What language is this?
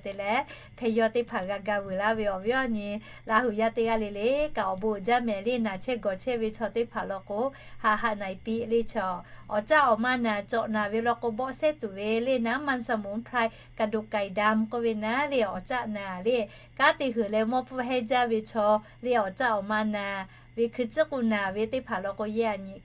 Lahu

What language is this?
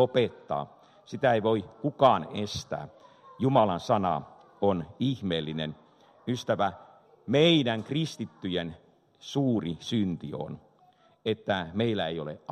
Finnish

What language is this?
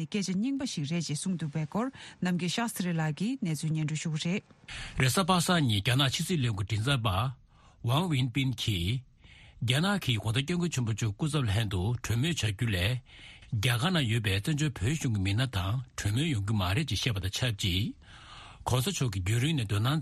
Tibetan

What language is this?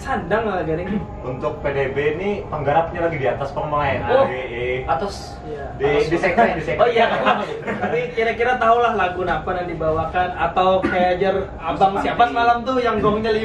Banjar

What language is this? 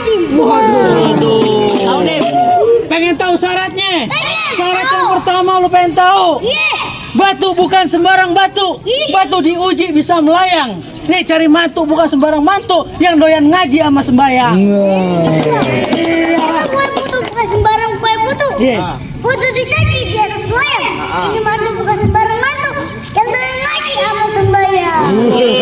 Betawi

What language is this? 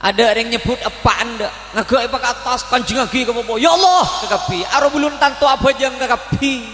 Madurese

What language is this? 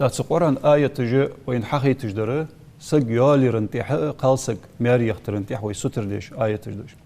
Ingush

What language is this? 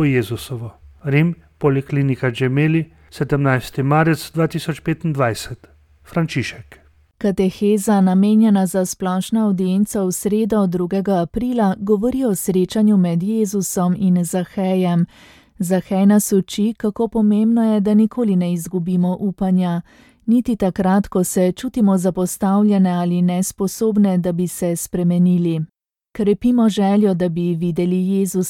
Slovenian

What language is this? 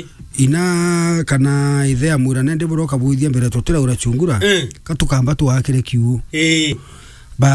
Meru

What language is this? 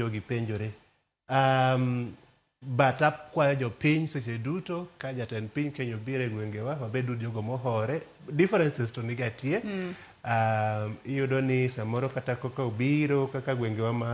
Luo (Kenya and Tanzania)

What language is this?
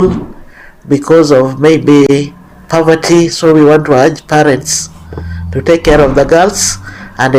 Gusii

